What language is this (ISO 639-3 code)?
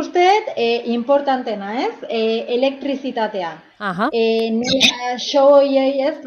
eus